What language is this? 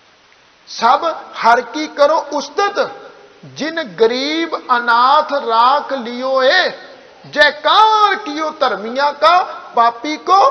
Punjabi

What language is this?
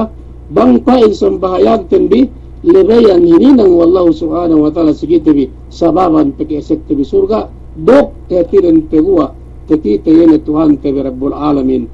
Yakan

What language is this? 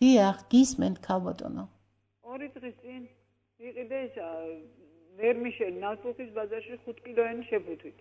Georgian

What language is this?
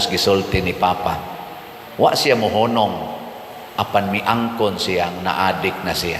Cebuano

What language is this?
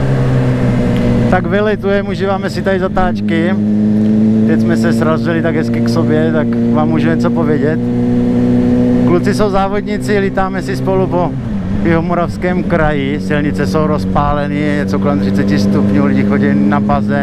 Czech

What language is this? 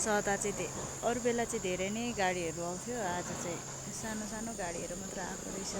Nepali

